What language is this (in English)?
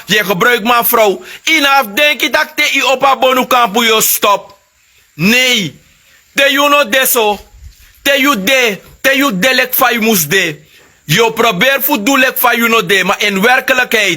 Sranan Tongo